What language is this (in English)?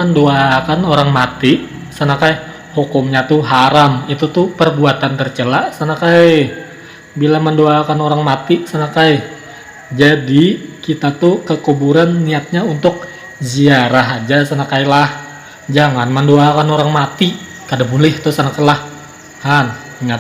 Banjar